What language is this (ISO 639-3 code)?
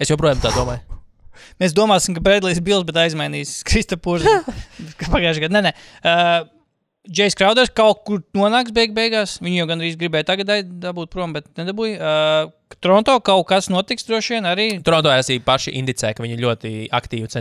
lav